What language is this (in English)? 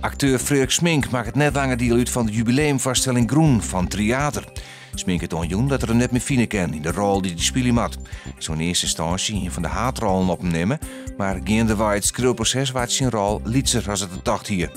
Western Frisian